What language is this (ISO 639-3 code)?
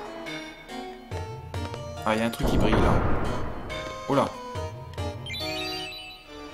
fra